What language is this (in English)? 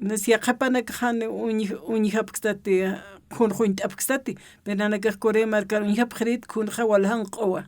Aymara